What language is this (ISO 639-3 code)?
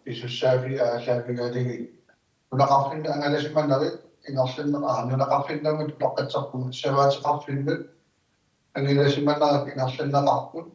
kal